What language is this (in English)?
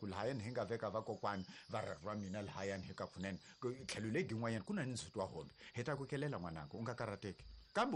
Tsonga